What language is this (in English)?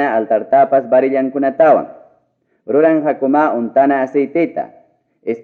Ayacucho Quechua